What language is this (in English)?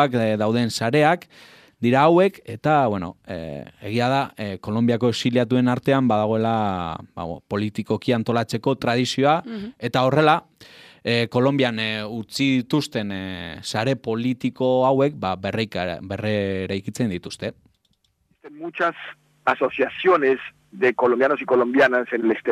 Basque